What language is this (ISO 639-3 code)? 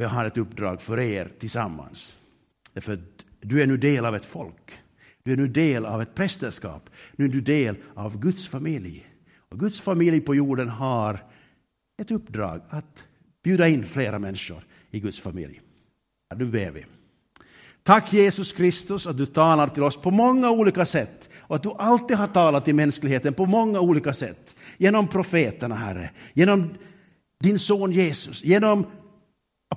swe